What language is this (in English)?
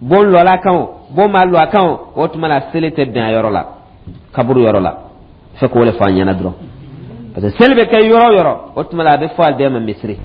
Dyula